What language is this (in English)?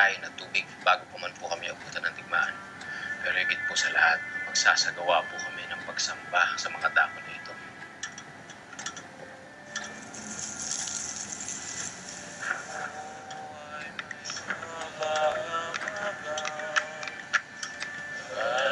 Filipino